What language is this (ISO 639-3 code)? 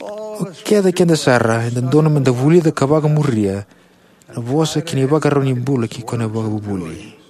fij